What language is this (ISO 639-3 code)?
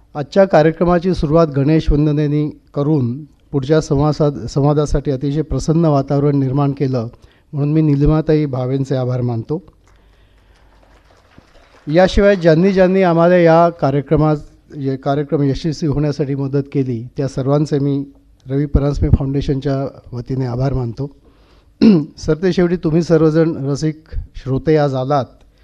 mar